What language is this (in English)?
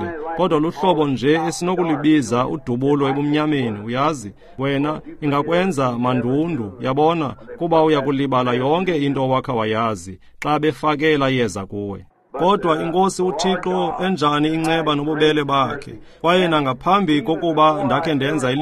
Xhosa